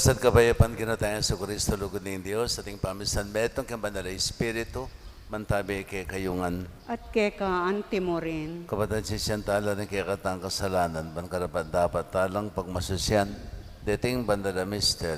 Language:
Pampanga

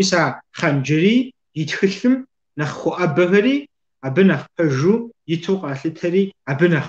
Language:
Kabardian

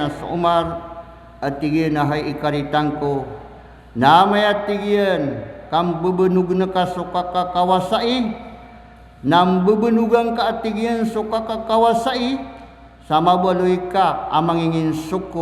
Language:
Maranao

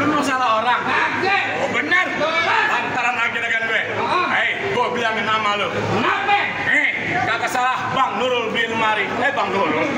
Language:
Betawi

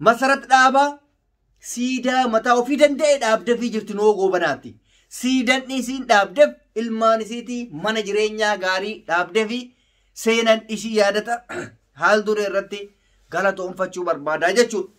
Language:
Oromo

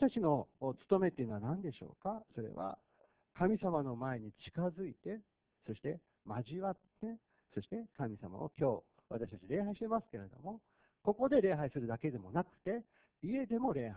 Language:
Japanese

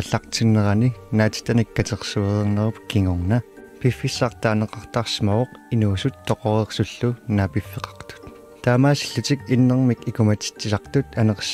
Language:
Kalaallisut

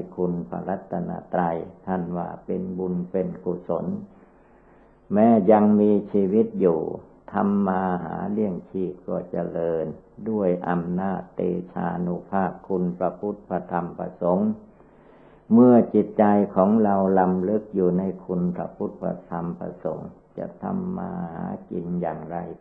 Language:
Thai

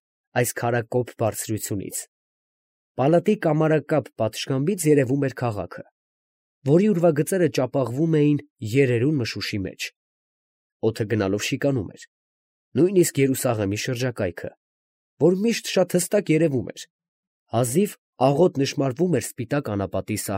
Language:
Armenian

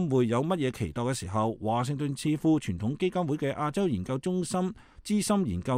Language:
Cantonese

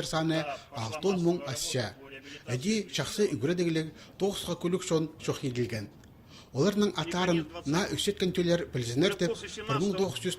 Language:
Khakas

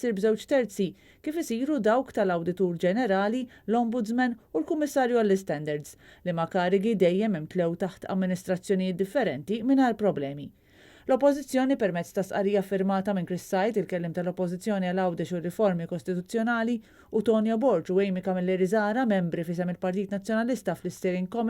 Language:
Maltese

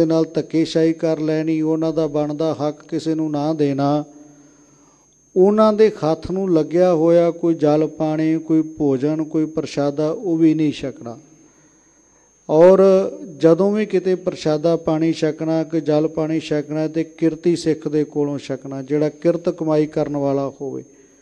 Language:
Punjabi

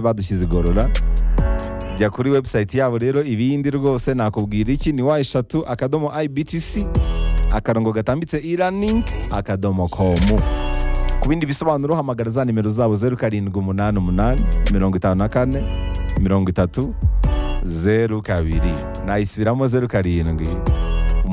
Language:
Kinyarwanda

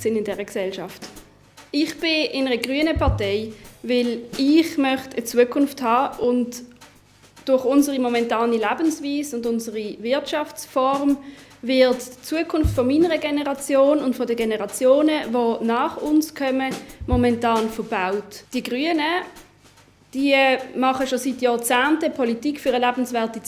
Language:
Swiss German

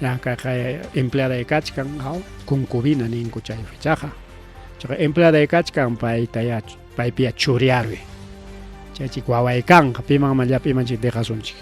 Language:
Ayacucho Quechua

